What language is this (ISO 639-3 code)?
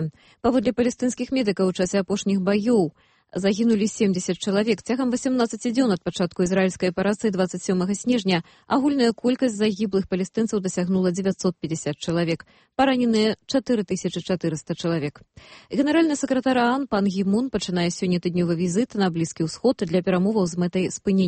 bel